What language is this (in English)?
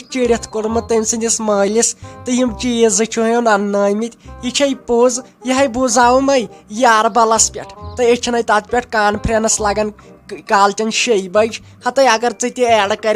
Kashmiri